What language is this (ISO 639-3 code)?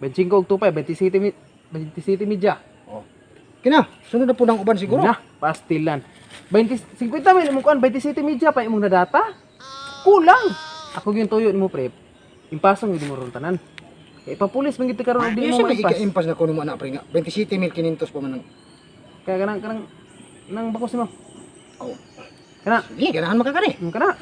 ceb